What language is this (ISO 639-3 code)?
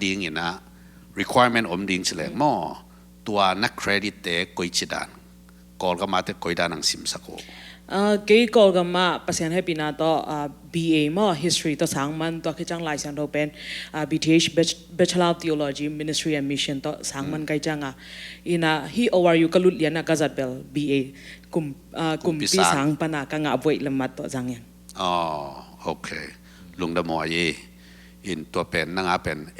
ctd